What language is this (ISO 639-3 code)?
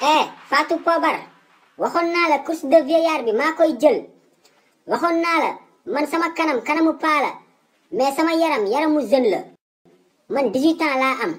wol